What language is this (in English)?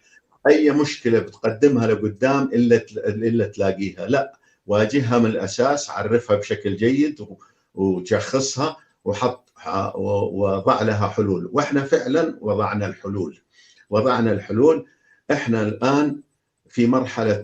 North Levantine Arabic